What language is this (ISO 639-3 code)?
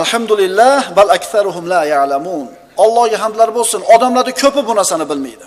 uzb